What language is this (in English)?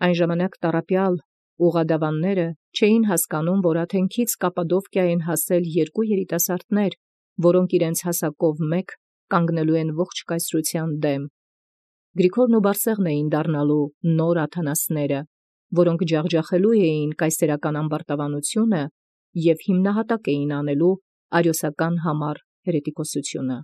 Armenian